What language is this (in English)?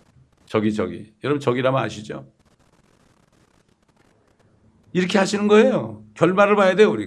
Korean